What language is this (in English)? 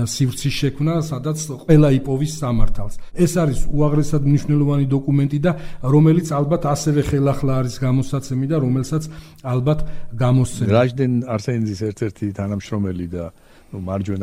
Georgian